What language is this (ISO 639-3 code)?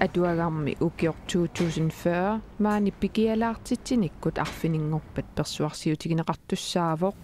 kal